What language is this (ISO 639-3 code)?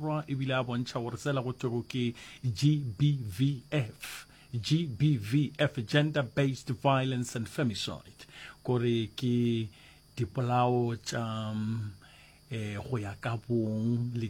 nso